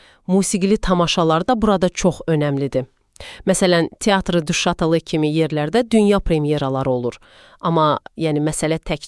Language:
Azerbaijani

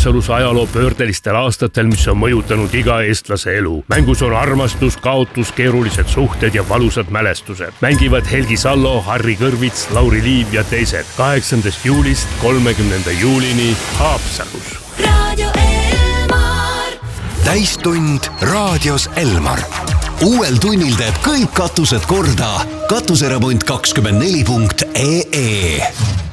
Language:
Estonian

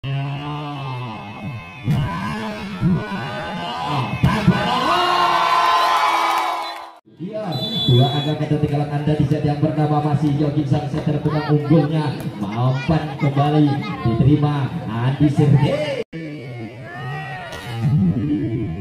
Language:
Indonesian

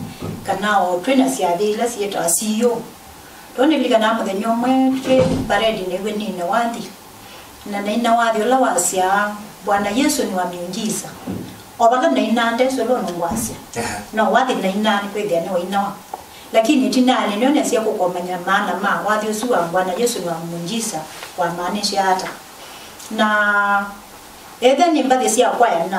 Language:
Kamba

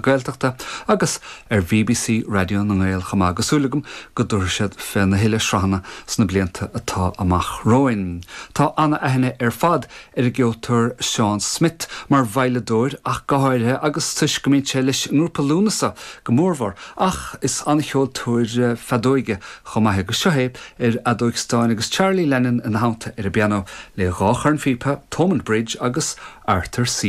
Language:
Irish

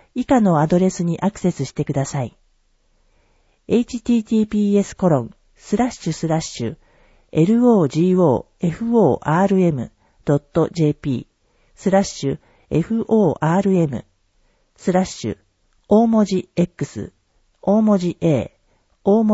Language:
Japanese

